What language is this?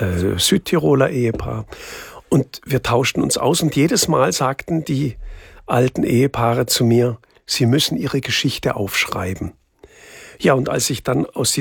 German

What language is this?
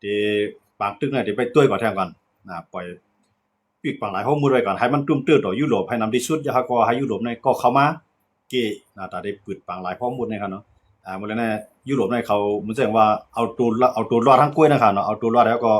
Shan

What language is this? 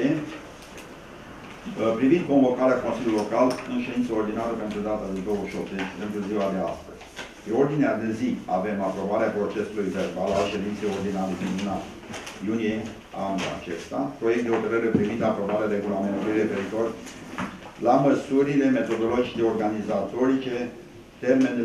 Romanian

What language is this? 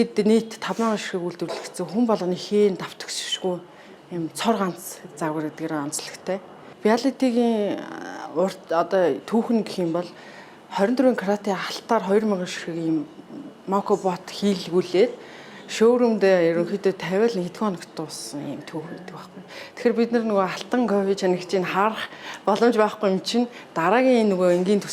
Mongolian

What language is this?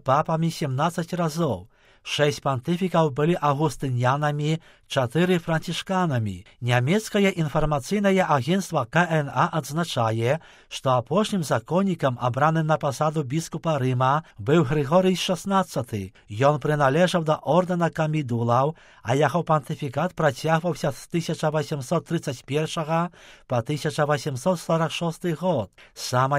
Belarusian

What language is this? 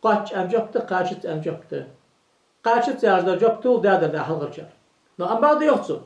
Ingush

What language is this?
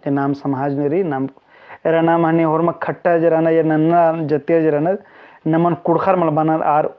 Kurukh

